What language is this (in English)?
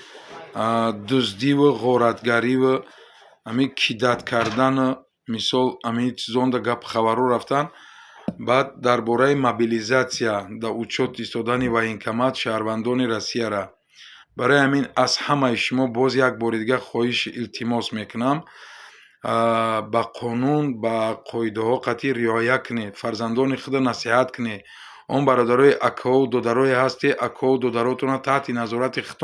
Tajik